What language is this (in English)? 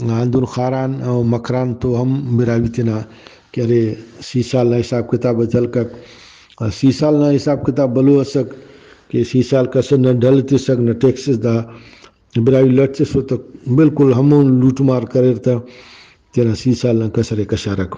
Brahui